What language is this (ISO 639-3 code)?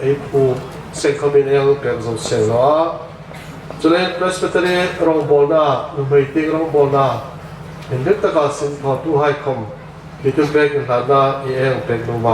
hmr